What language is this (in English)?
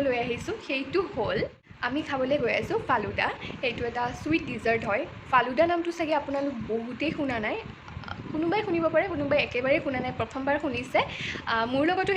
Assamese